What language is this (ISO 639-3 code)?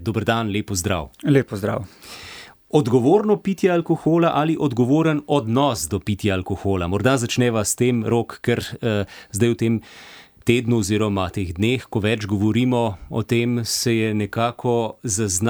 slv